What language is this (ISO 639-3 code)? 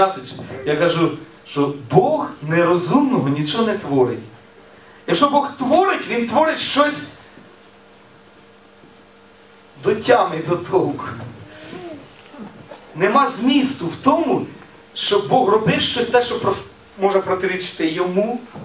ukr